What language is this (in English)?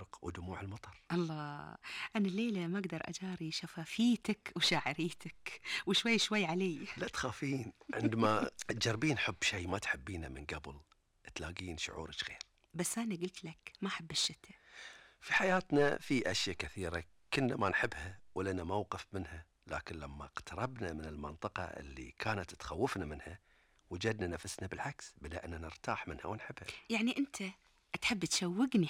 Gulf Arabic